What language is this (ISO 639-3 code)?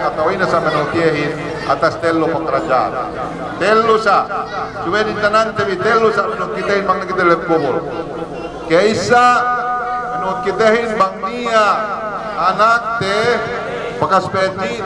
yka